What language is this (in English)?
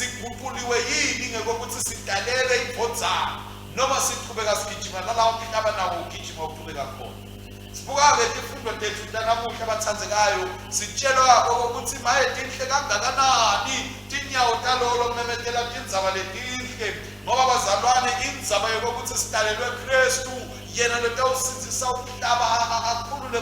Swati